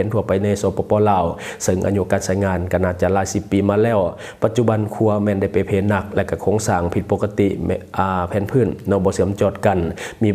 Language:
Lao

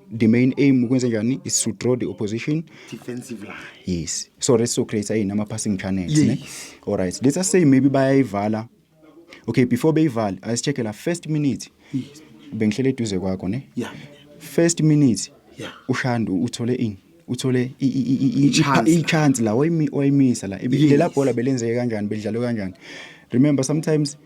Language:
Zulu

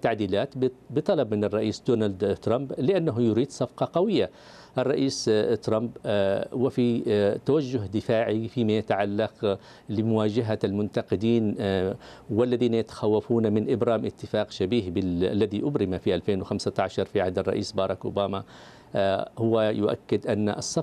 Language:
Arabic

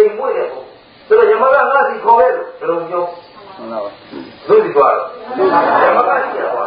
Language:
Burmese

